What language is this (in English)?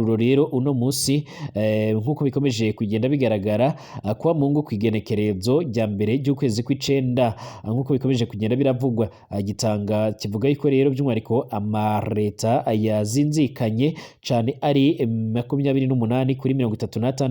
Rundi